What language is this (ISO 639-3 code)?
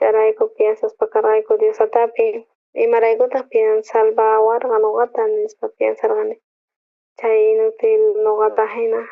quh